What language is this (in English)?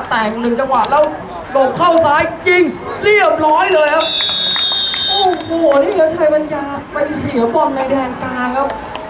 Thai